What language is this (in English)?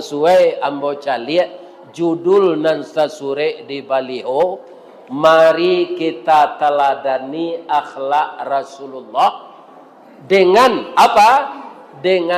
Minangkabau